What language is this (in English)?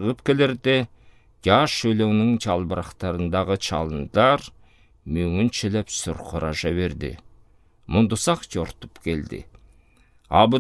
Southern Altai